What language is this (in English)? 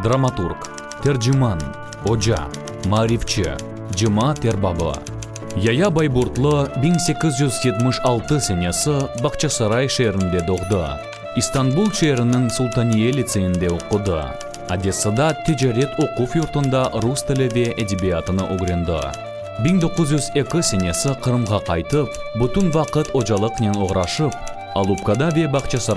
Crimean Tatar